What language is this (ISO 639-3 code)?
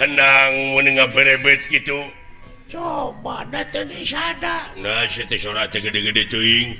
sun